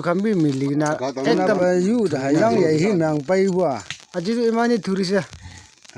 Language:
Naga Pidgin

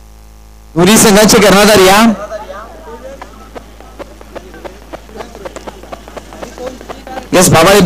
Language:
Marathi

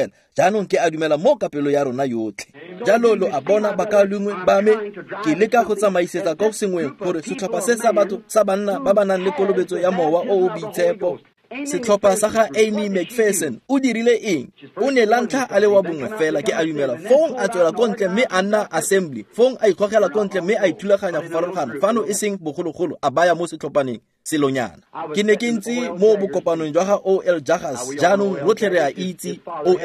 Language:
Tswana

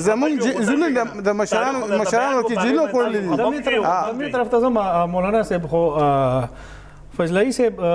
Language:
Pashto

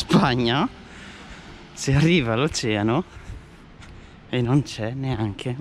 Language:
Italian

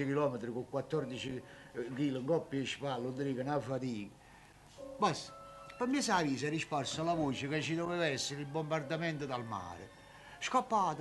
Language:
Neapolitan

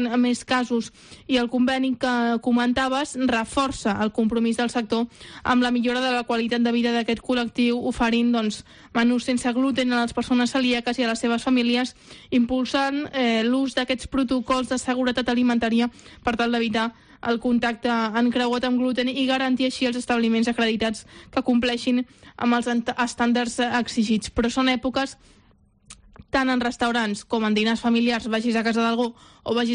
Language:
Catalan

